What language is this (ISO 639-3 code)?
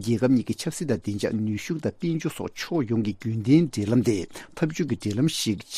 bod